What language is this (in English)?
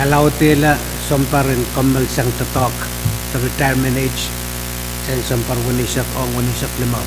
Pohnpeian